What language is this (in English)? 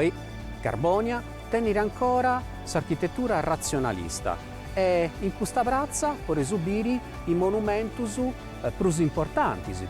Sardinian